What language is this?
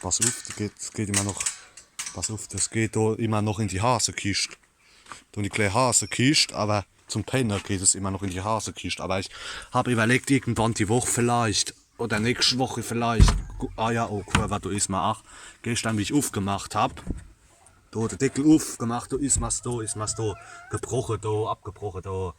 Palatine German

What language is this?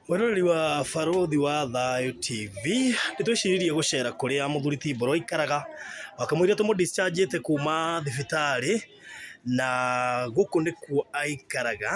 Kikuyu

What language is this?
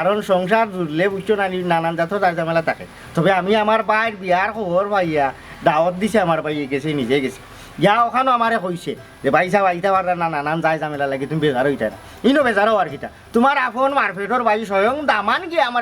Sylheti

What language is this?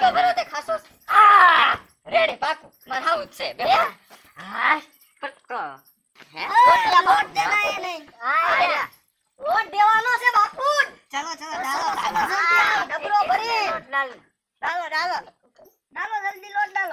Gujarati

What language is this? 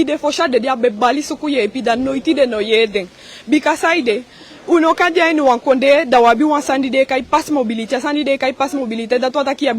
Eastern Maroon Creole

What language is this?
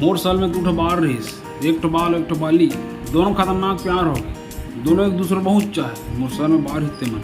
Chhattisgarhi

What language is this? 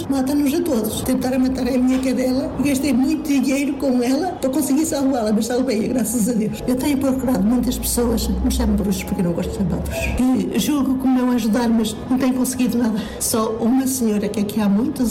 Portuguese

